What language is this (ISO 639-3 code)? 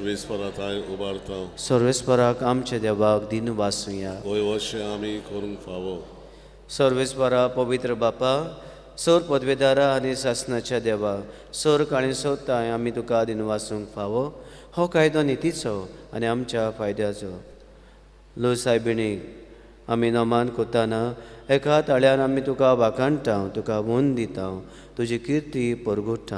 kok